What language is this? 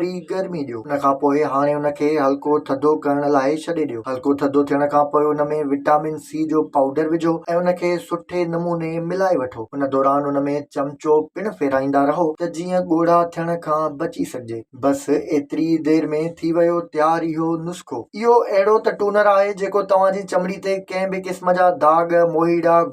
Sindhi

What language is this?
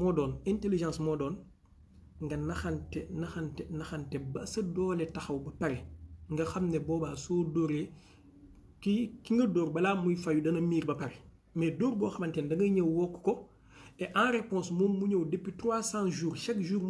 Wolof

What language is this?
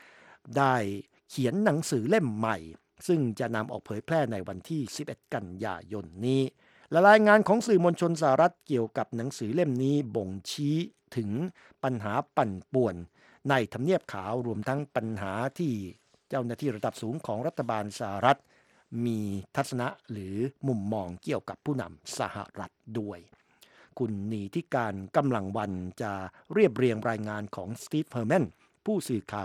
Thai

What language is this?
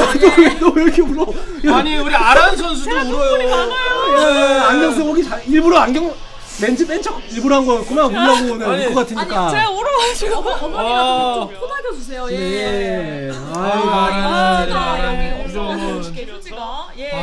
Korean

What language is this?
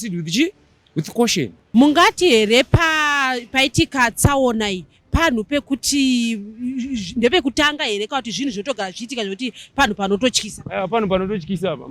Shona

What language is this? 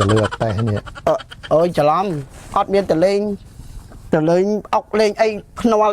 Khmer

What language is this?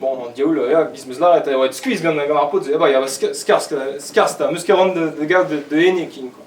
Breton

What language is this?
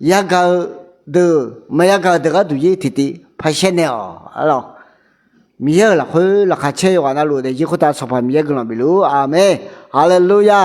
Akha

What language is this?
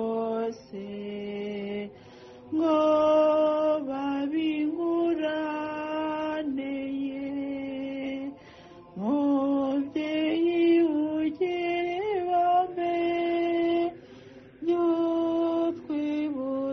Kinyarwanda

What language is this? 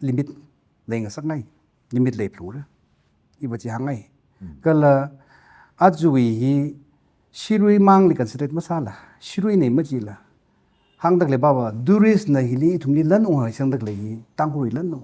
Tangkhul Naga (India)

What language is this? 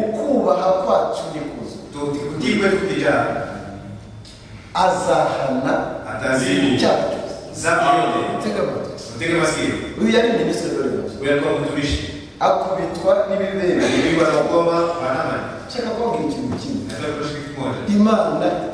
Kinyarwanda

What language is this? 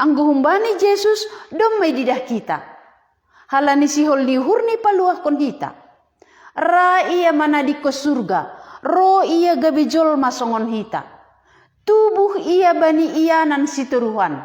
Batak Simalungun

